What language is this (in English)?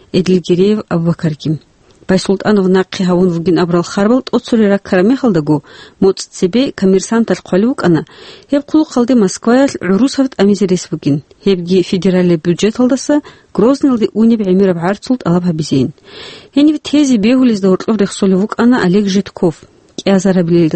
Avaric